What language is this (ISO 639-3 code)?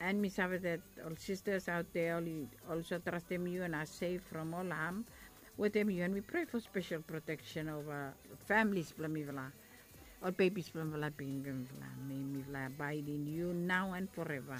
bis